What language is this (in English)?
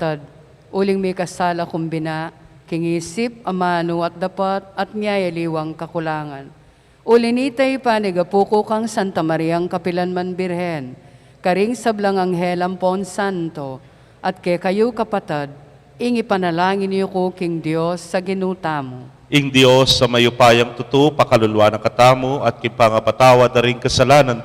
Pampanga